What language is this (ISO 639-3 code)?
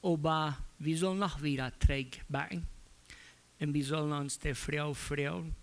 pdt